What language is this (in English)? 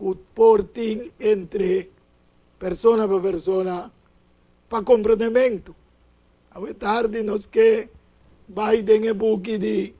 Papiamento